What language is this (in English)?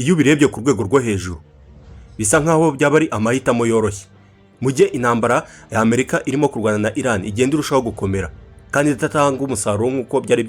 Kinyarwanda